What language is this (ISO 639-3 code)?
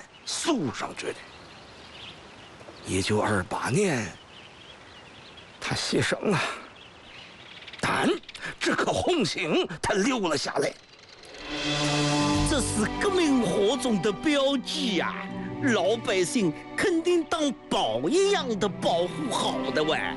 zho